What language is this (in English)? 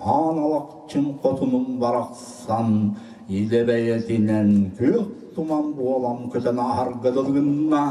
Yakut